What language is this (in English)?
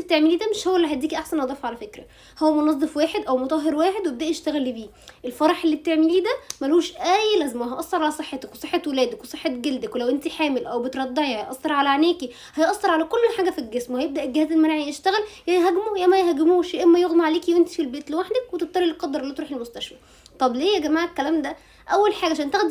Egyptian Arabic